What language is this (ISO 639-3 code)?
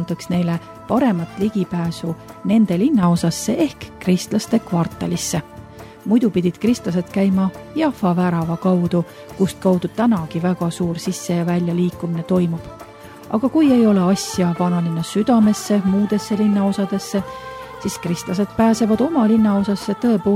est